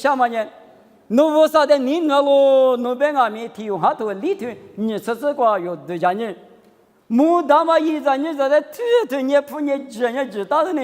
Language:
Lisu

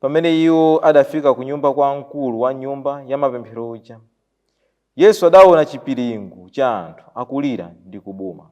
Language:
Nyanja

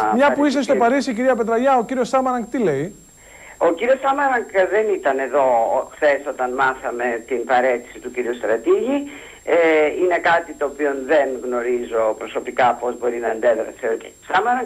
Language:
Greek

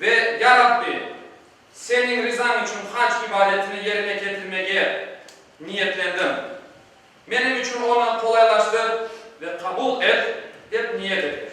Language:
Crimean Tatar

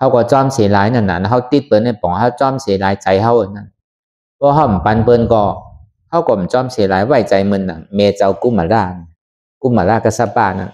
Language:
Shan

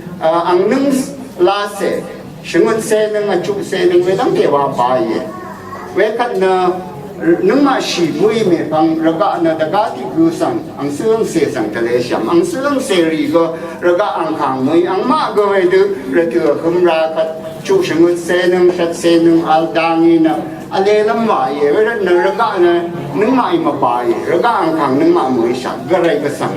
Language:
Rawang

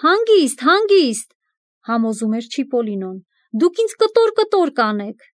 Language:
Armenian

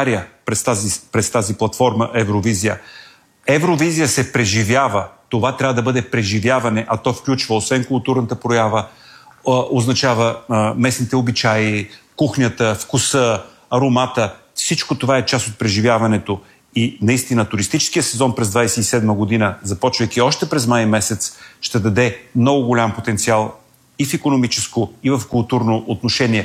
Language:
Bulgarian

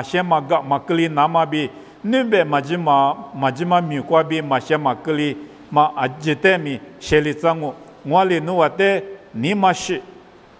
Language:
Lisu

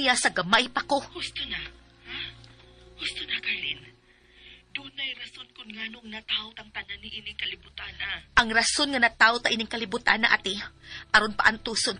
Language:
Cebuano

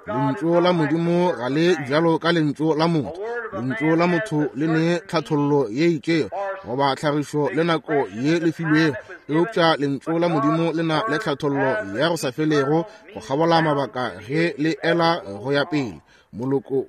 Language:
Northern Sotho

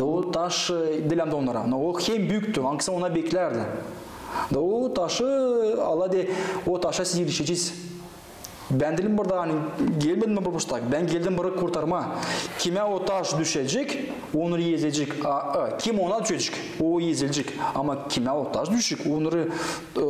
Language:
Gagauz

